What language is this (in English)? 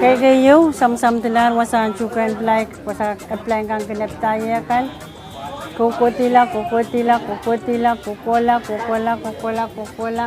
Pohnpeian